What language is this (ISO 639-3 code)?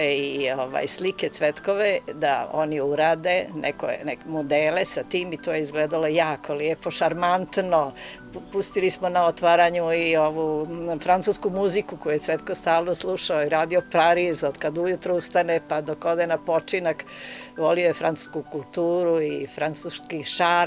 srp